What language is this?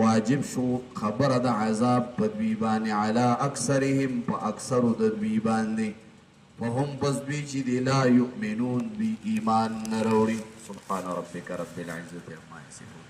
Pashto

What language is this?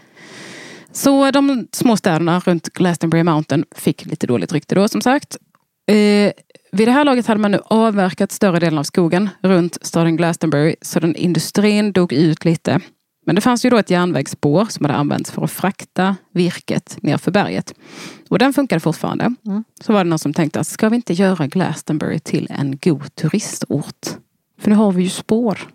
Swedish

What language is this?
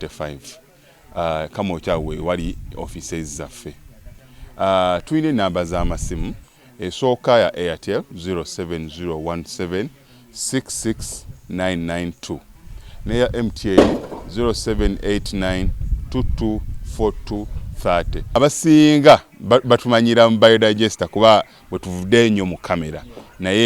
Ganda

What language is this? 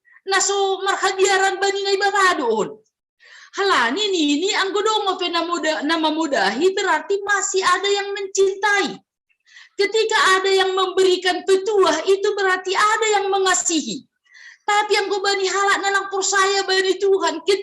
Batak Simalungun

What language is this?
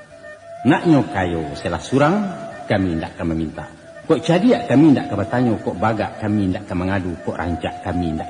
Minangkabau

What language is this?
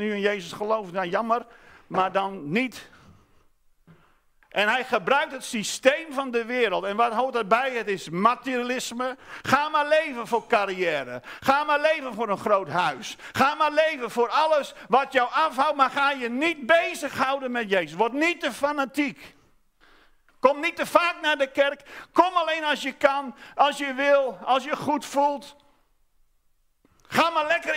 Dutch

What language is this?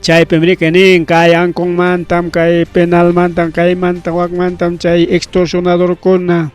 Ayacucho Quechua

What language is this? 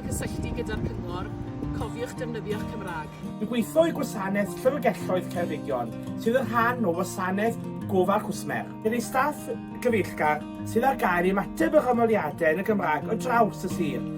Welsh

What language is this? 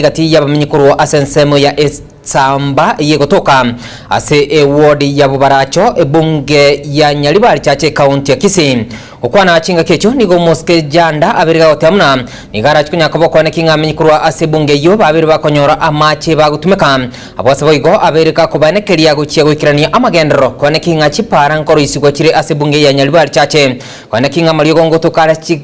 Gusii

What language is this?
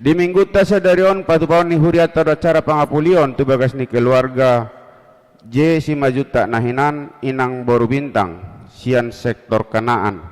Batak Toba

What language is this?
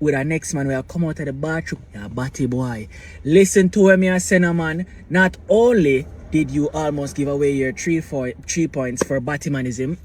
Jamaican Creole English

